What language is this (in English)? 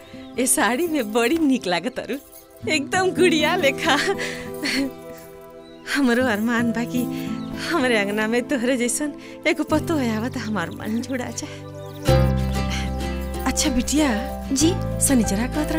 Bhojpuri